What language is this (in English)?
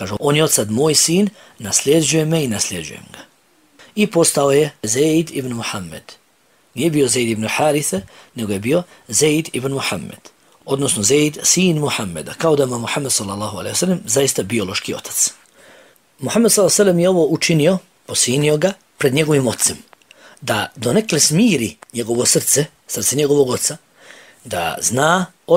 Bosnian